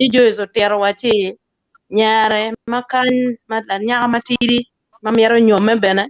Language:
Acoli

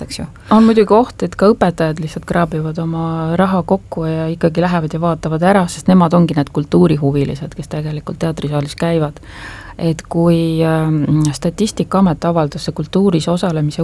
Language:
Estonian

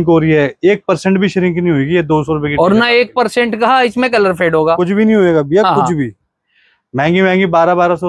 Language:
Hindi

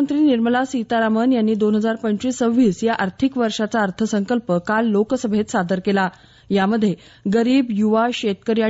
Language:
Marathi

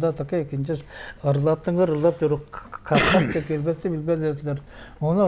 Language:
Tuvinian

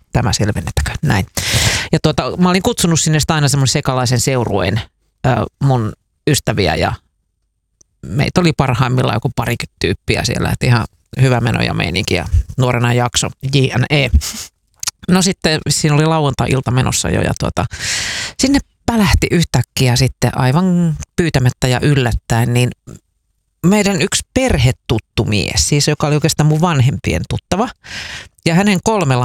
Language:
Finnish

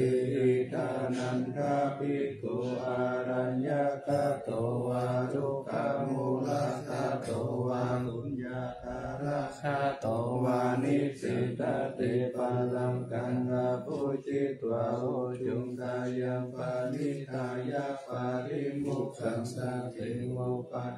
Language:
Pali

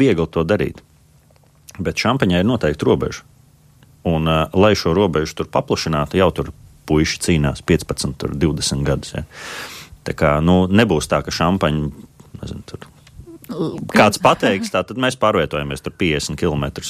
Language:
Latvian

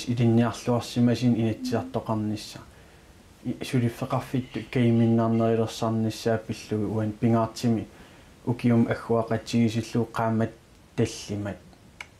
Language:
Kalaallisut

